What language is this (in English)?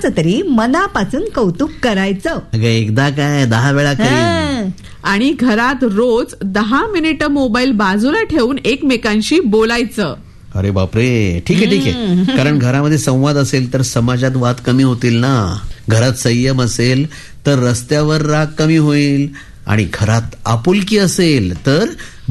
Marathi